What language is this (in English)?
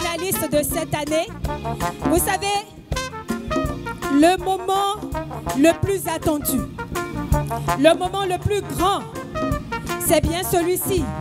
French